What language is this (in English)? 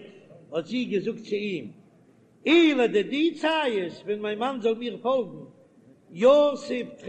Yiddish